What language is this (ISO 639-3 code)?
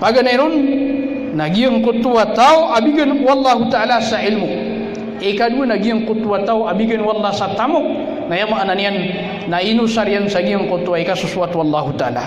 mrw